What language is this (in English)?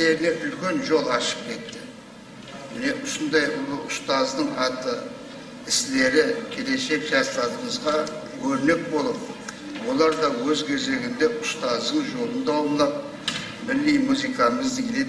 Kara-Kalpak